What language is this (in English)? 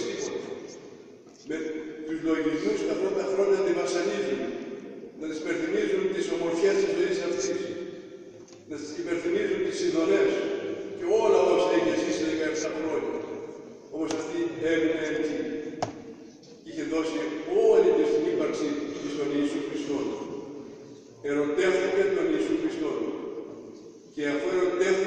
Greek